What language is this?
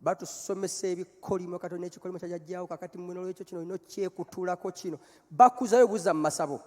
Ganda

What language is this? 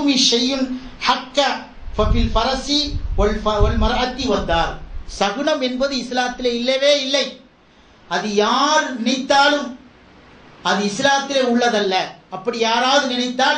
Tamil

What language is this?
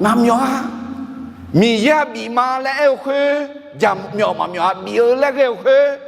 Akha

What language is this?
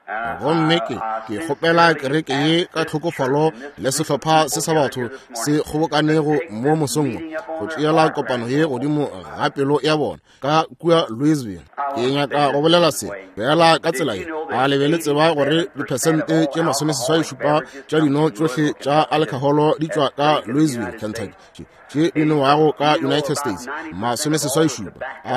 Northern Sotho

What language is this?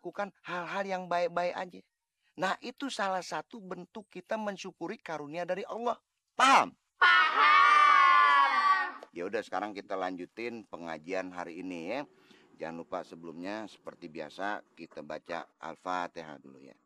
Betawi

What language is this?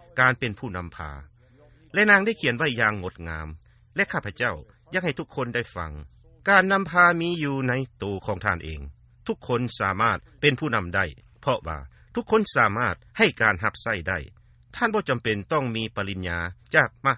Lao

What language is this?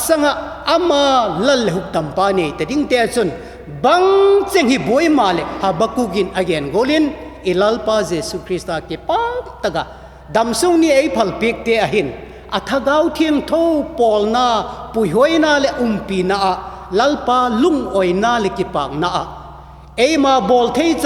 Vaiphei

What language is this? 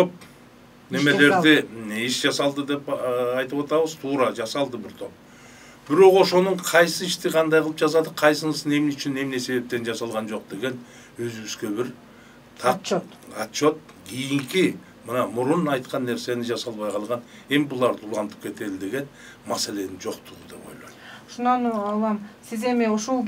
Kyrgyz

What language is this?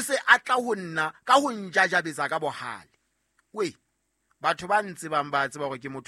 Southern Sotho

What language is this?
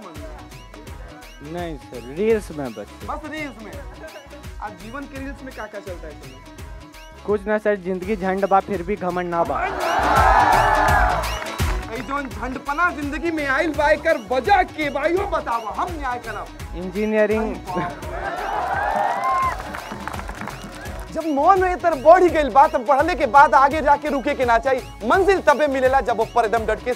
Bhojpuri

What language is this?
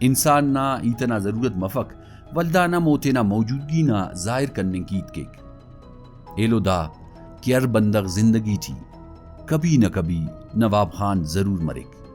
Brahui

